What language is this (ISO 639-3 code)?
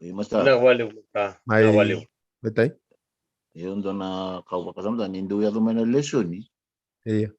fij